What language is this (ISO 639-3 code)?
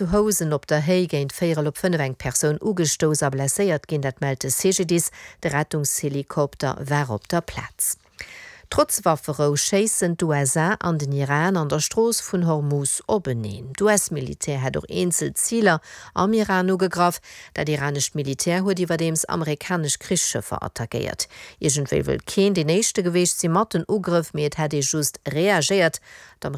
ltz